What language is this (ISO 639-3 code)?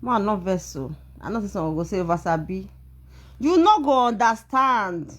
pcm